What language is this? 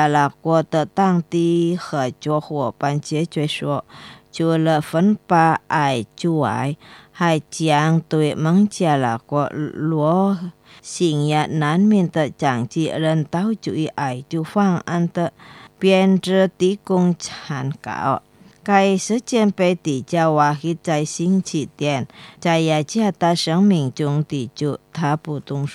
Chinese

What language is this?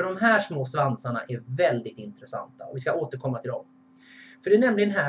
Swedish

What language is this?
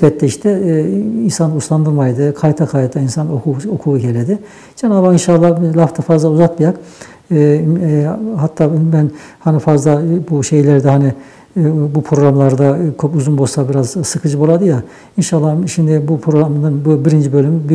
Nogai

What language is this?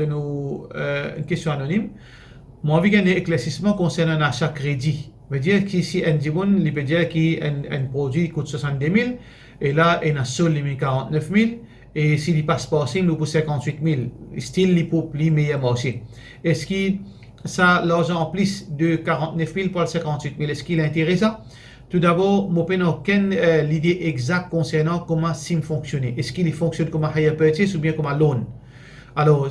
Morisyen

